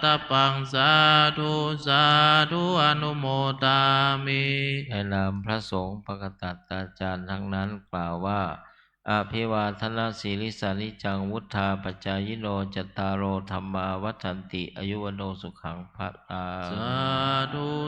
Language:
Pali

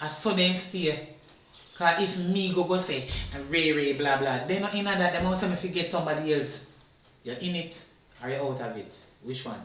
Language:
Jamaican Creole English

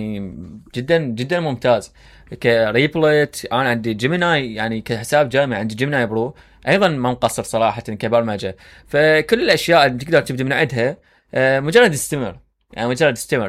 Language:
Mesopotamian Arabic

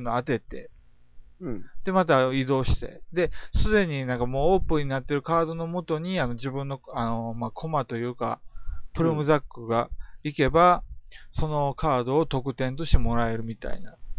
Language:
Japanese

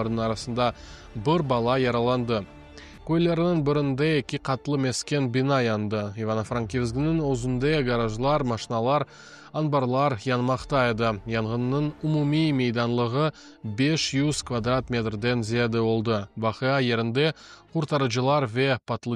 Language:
Crimean Tatar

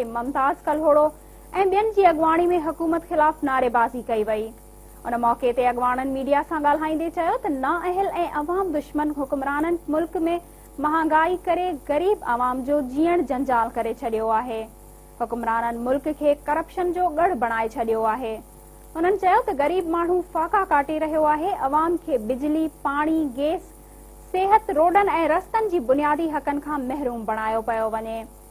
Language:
Sindhi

